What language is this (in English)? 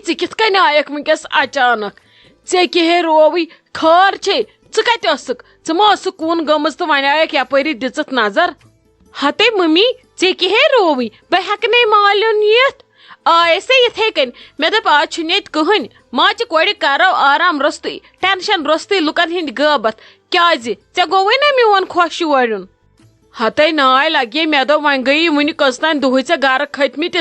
Kashmiri